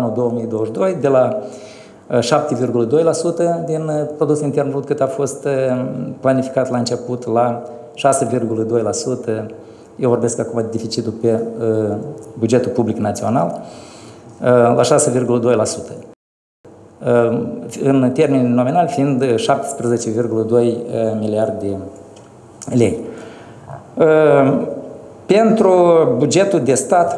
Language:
Romanian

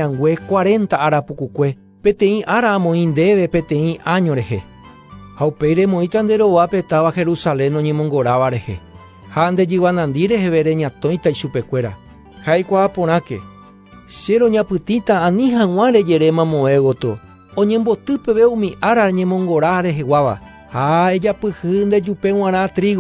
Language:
Guarani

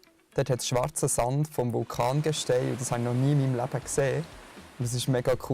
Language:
Swiss German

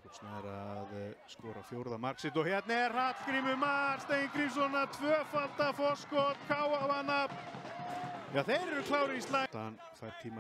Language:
Icelandic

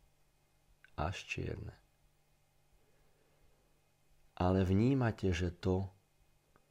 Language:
Slovak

